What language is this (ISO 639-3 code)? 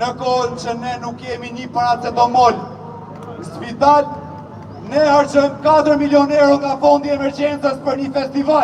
sqi